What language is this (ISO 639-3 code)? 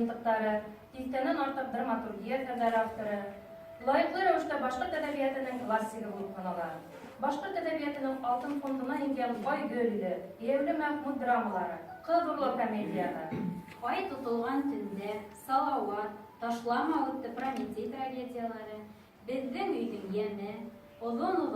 bak